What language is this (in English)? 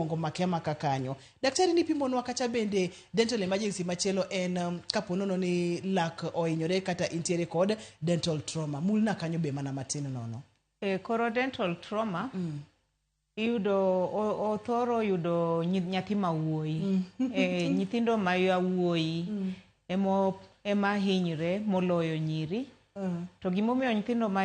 Luo (Kenya and Tanzania)